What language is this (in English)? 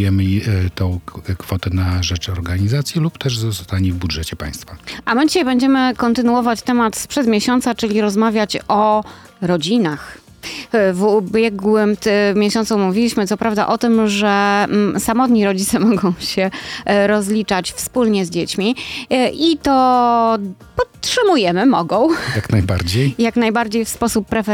Polish